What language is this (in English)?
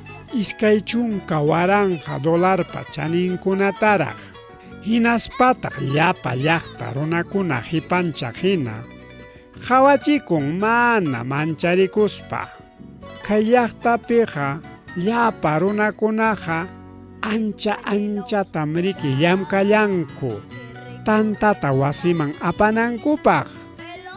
Ayacucho Quechua